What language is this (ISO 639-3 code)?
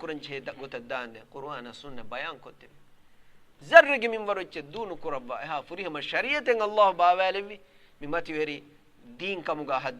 div